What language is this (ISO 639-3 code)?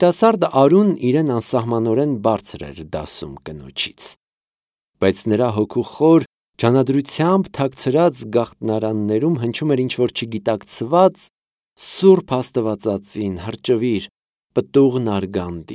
hye